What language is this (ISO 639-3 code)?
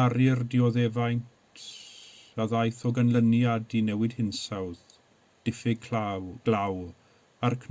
cym